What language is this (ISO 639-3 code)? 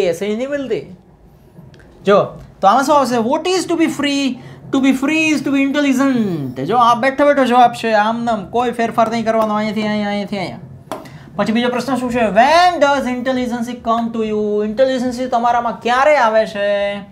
guj